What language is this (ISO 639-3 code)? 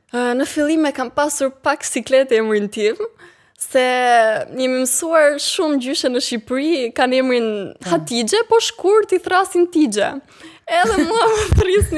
sqi